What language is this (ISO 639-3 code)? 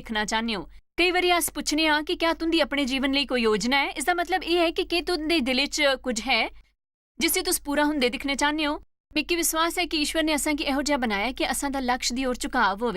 doi